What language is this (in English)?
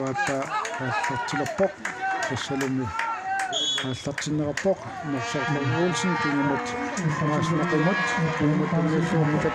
Kalaallisut